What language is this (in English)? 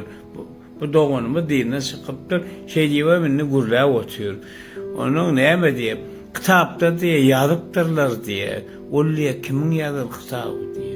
Turkmen